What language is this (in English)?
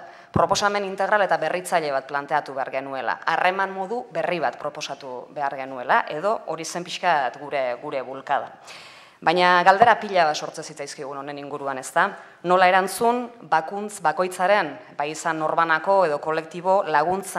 Basque